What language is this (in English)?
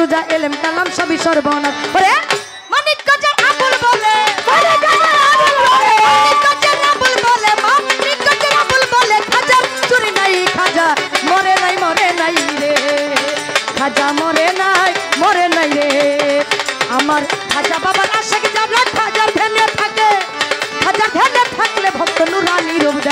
Bangla